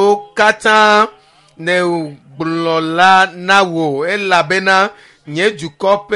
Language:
Ewe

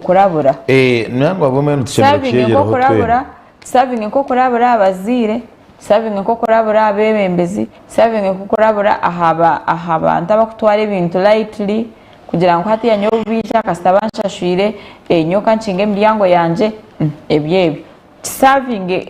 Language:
Nyankole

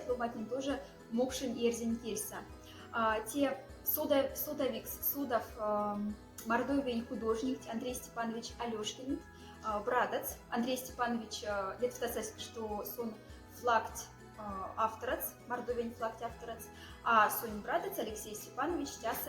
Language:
Moksha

